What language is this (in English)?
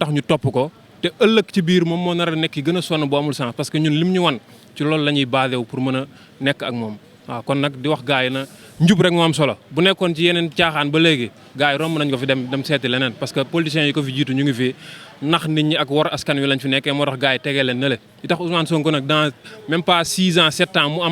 Wolof